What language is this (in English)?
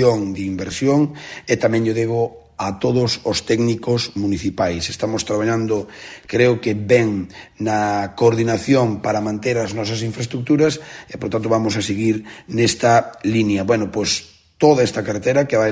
Galician